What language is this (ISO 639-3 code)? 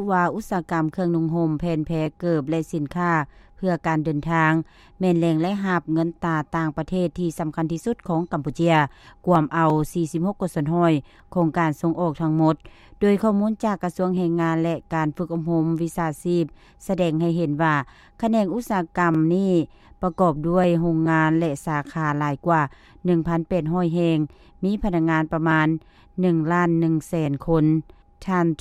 lao